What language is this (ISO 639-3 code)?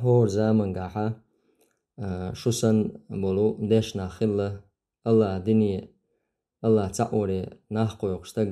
che